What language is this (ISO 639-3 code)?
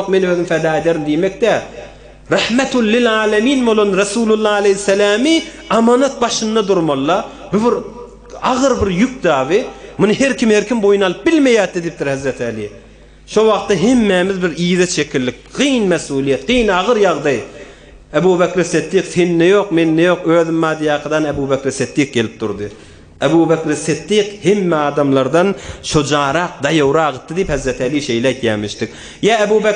tuk